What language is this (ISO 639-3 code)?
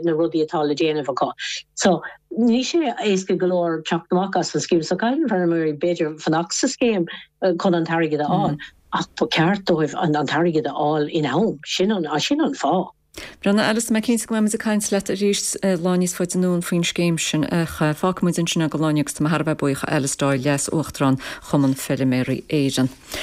gle